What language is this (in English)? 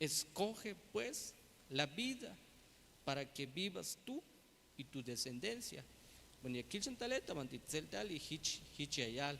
Tzeltal